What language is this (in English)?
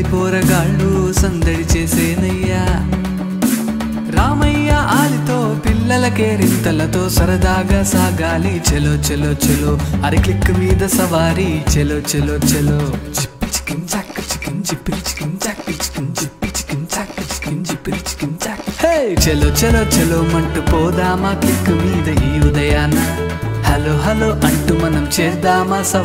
Telugu